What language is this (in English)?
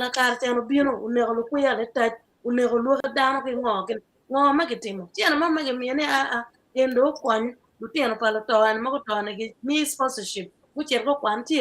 Acoli